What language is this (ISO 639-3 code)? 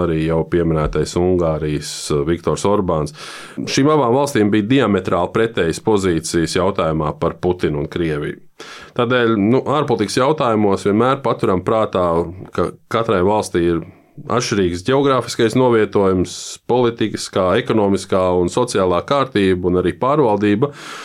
lav